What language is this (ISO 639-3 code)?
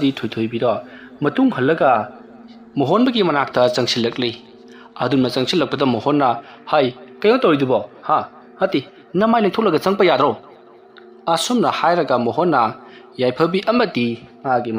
mni